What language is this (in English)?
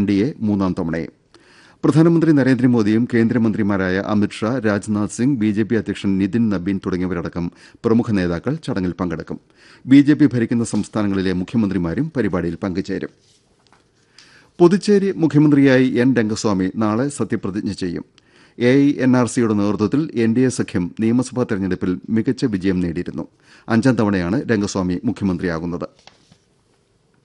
Malayalam